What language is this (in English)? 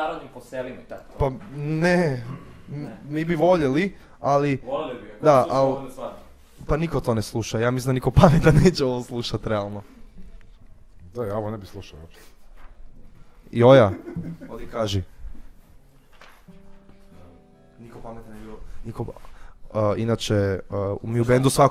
Serbian